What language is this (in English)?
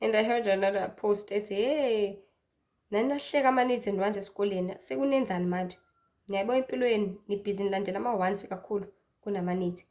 Zulu